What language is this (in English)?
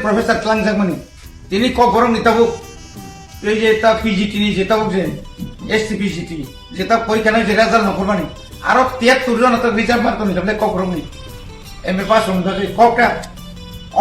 Kok Borok